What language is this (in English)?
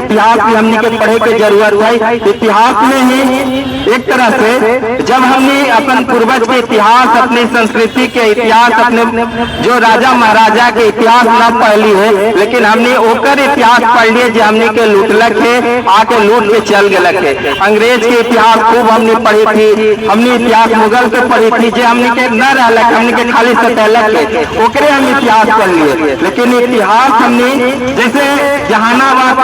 Magahi